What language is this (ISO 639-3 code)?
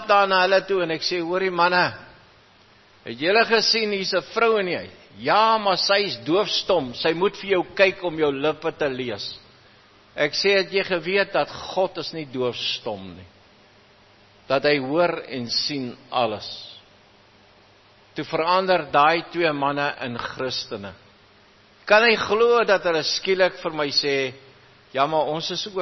afr